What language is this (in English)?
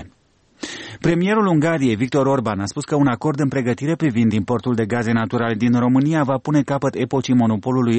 Romanian